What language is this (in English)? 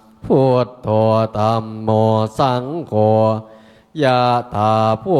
Pali